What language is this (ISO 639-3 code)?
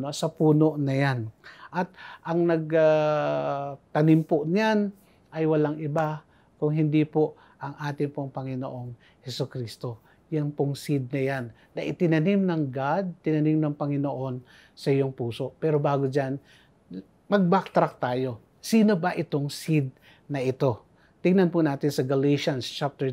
fil